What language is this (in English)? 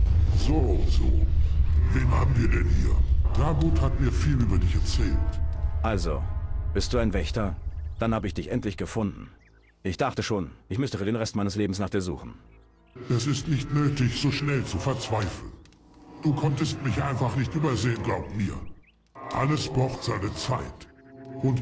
German